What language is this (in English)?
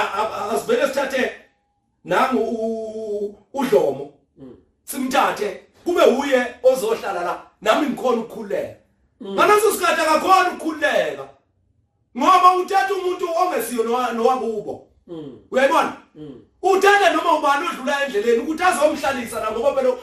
Zulu